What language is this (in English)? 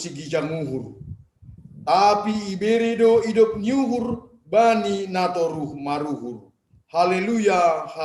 Batak Simalungun